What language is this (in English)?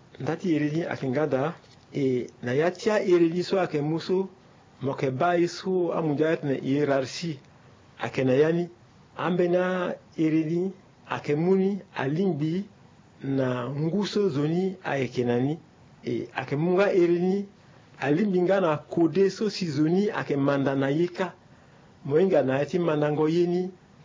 Sango